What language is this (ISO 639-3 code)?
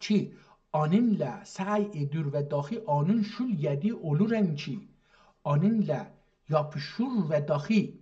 azb